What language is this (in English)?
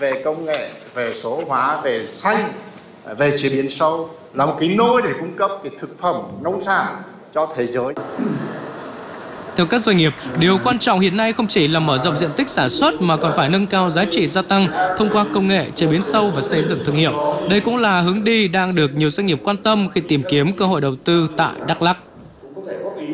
Vietnamese